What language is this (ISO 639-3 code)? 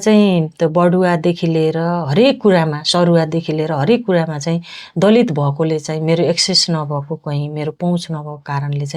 nep